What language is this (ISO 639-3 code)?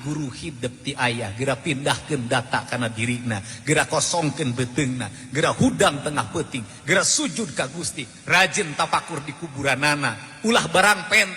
sun